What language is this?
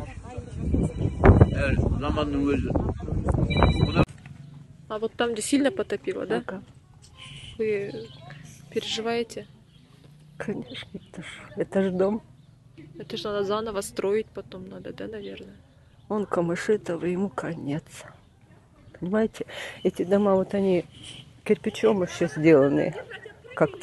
Kazakh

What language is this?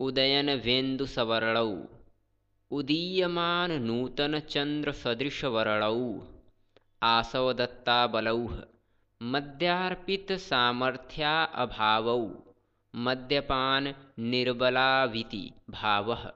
Sanskrit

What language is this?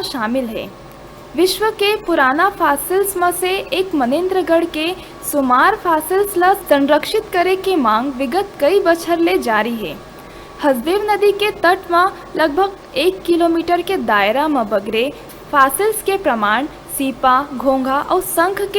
Chhattisgarhi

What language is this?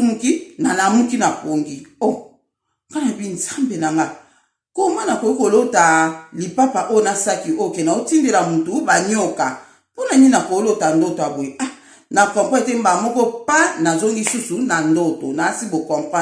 Lingala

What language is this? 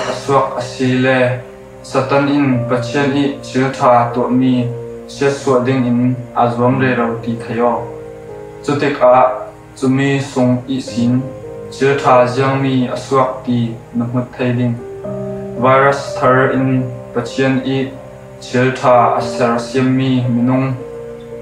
Falam Chin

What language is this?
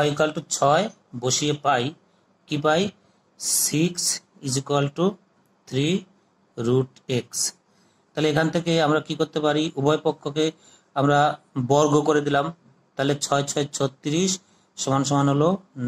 Bangla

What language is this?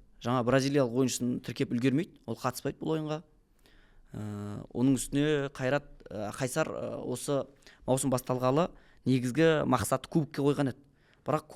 Kazakh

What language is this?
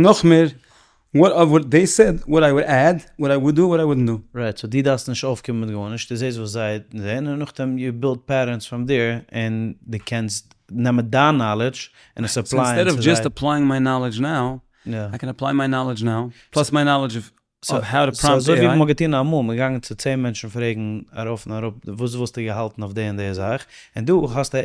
Yiddish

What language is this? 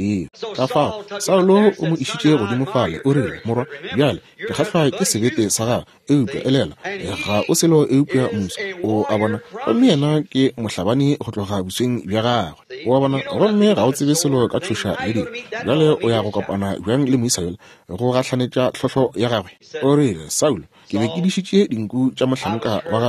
Northern Sotho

